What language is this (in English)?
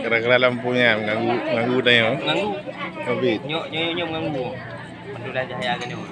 Achinese